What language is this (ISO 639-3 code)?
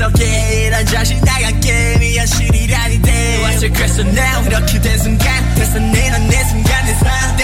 heb